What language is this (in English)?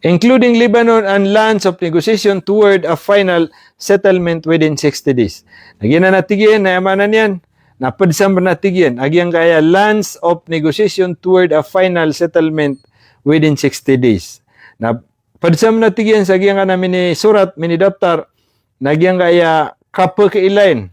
Maranao